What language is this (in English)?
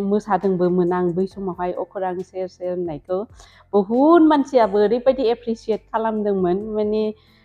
Bodo